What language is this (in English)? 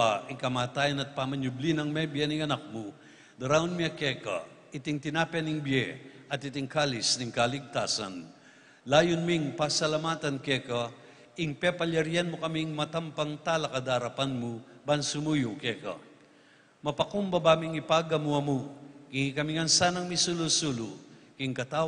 Pampanga